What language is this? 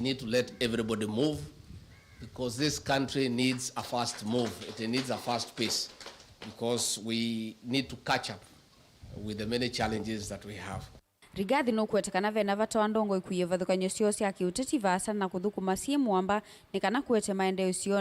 Kamba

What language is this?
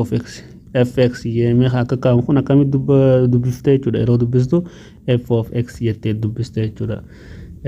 Oromo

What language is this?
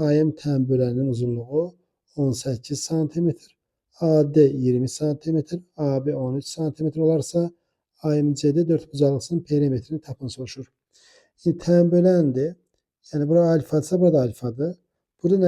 Azerbaijani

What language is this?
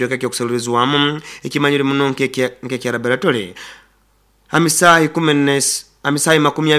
Nyoro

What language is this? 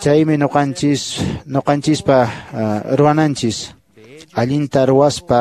Quechua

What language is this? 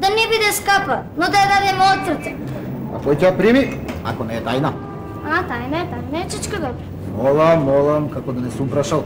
Macedonian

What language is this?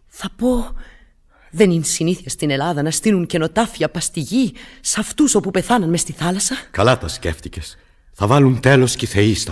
Greek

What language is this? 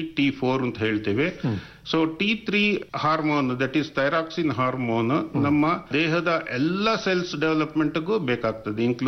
Kannada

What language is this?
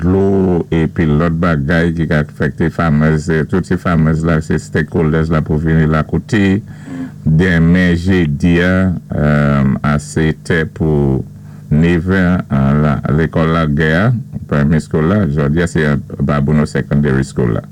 Saint Lucian Creole French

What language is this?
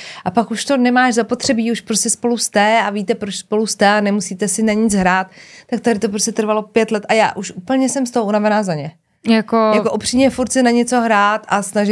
Czech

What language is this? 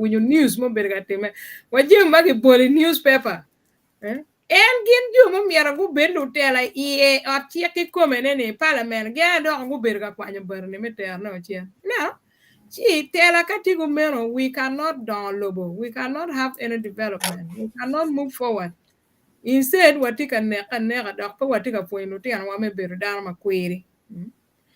Acoli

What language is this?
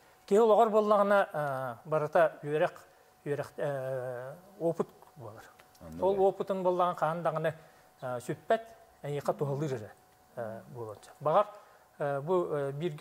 Yakut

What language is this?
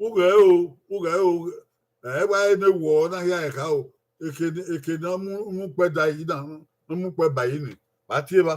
Bini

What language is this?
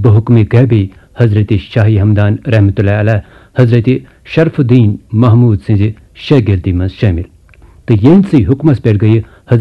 Kashmiri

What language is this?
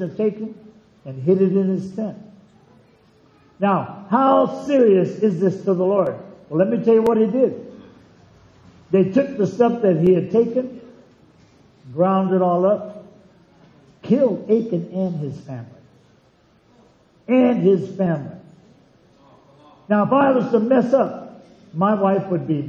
English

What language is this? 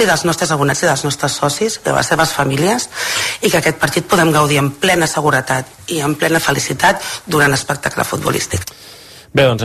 Catalan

